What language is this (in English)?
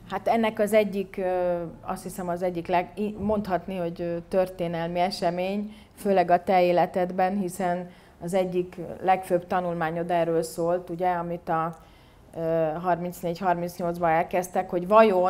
Hungarian